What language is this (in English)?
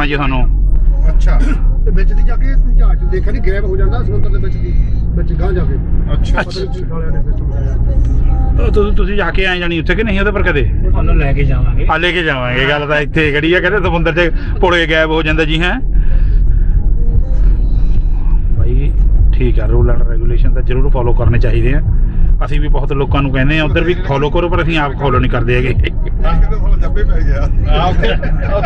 Punjabi